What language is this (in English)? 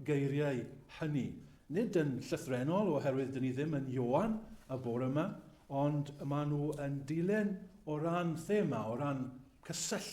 Welsh